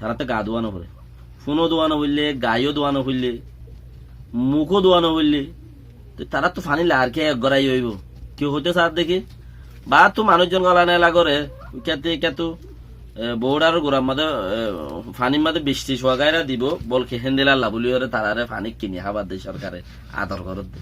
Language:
Rohingya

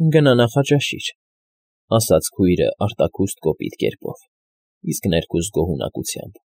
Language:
Armenian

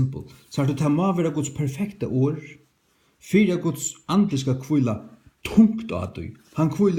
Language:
Faroese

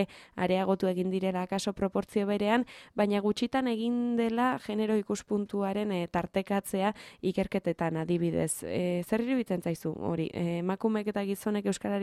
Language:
Basque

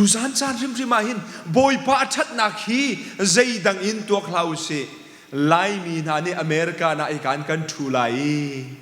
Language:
Hakha Chin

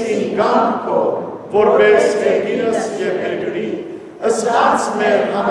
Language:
Western Armenian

